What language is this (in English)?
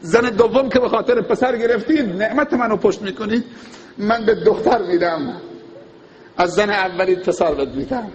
Persian